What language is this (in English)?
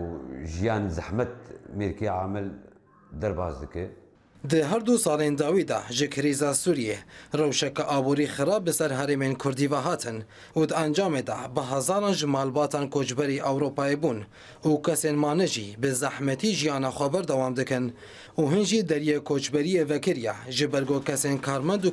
Kurdish